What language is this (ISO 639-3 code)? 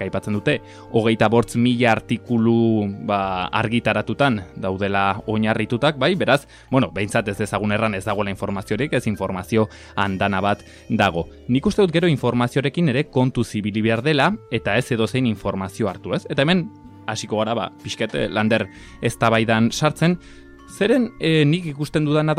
eus